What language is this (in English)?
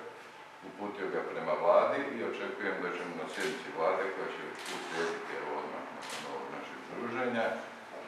Croatian